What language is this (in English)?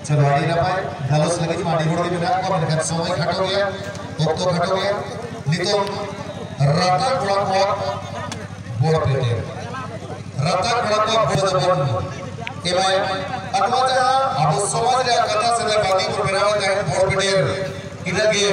Santali